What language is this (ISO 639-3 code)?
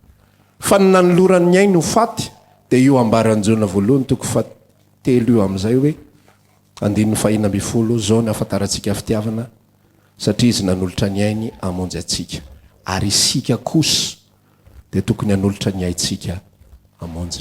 mlg